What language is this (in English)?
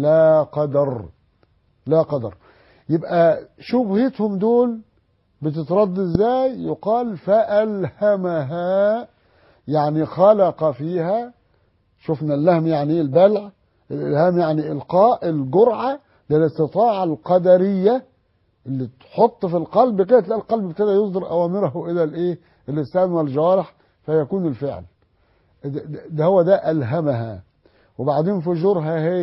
Egyptian Arabic